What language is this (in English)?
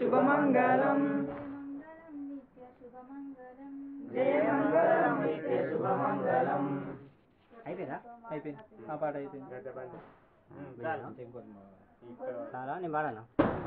Telugu